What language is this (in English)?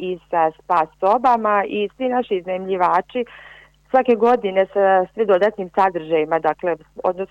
Croatian